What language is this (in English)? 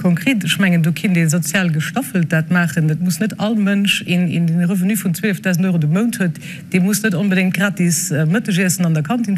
Luxembourgish